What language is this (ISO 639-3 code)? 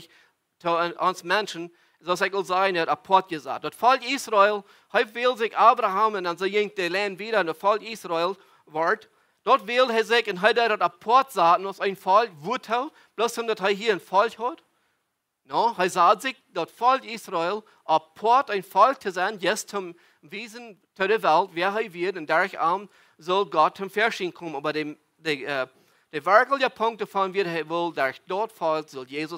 pdt